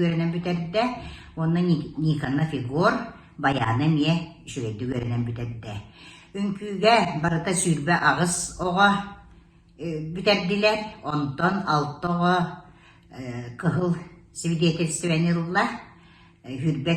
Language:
Yakut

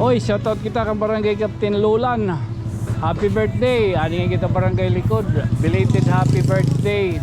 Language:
Waray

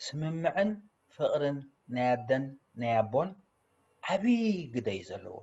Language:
Tigrinya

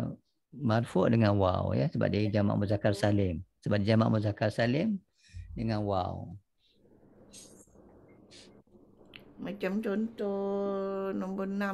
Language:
Malay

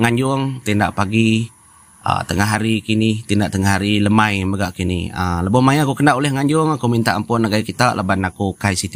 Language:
Iban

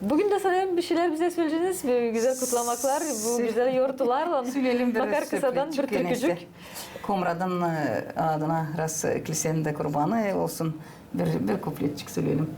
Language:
Gagauz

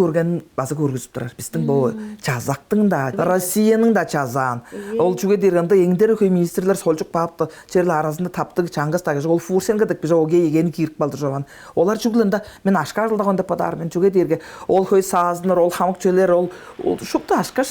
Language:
Tuvinian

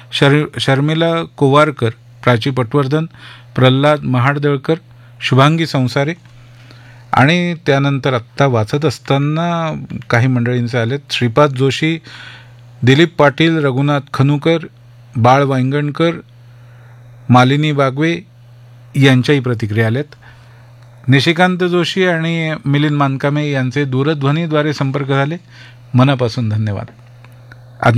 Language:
Marathi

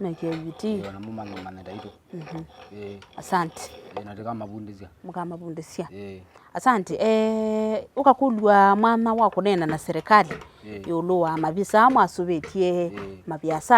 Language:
Kamba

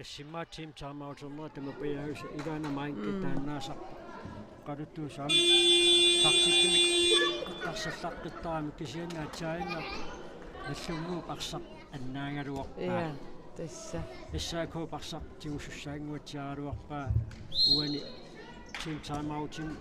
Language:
Kalaallisut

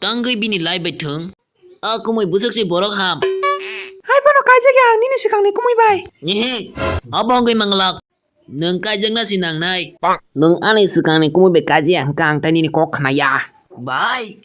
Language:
Kok Borok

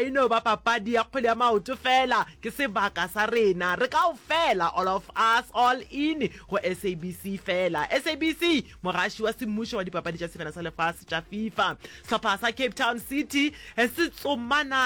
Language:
Northern Sotho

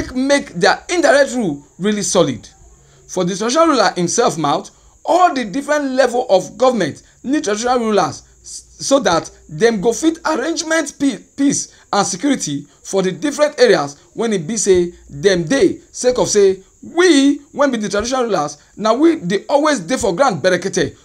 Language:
Nigerian Pidgin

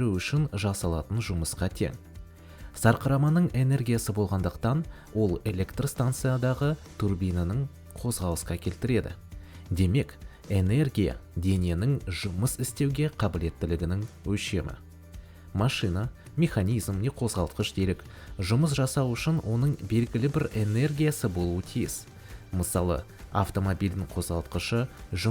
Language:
Kazakh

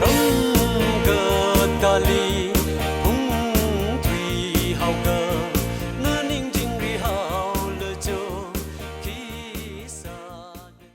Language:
Tangkhul Naga (India)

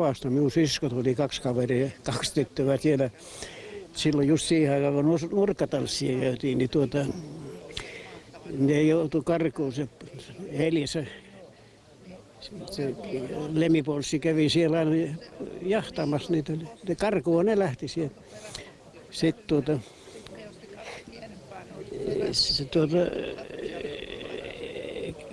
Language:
Finnish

